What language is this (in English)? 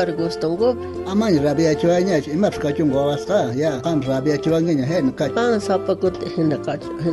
South Bolivian Quechua